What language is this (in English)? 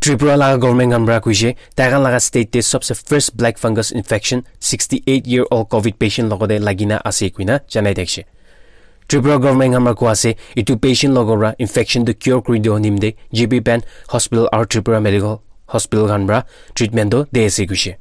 Naga Pidgin